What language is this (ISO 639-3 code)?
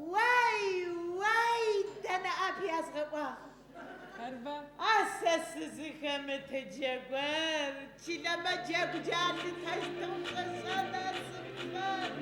ady